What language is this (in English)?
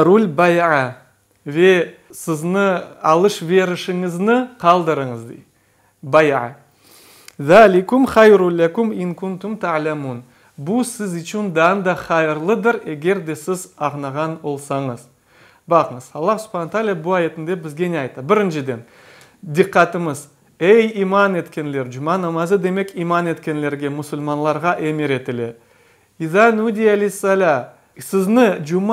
Crimean Tatar